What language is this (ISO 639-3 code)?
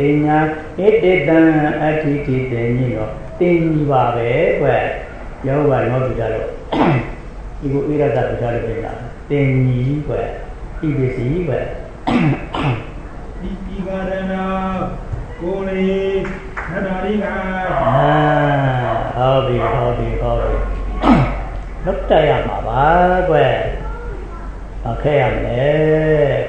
mya